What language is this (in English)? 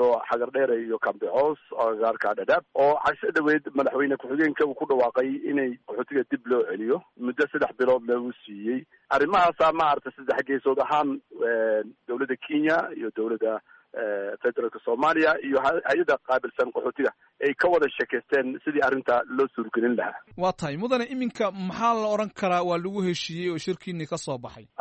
Somali